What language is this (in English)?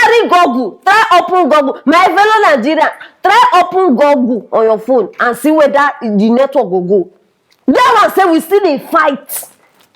Nigerian Pidgin